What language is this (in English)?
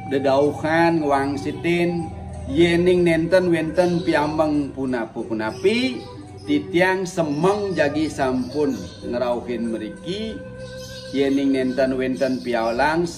Balinese